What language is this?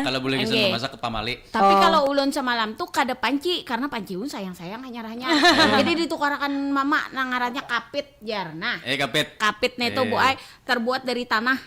Banjar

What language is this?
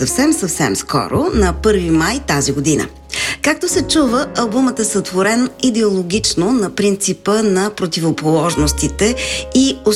Bulgarian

